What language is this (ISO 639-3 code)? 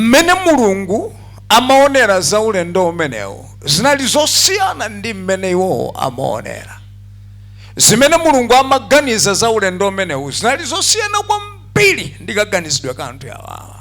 nya